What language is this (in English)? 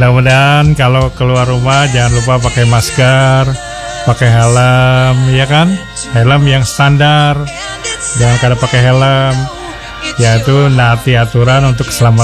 Indonesian